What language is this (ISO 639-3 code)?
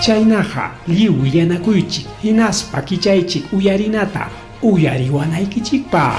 quy